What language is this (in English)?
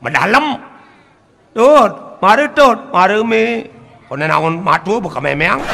Balinese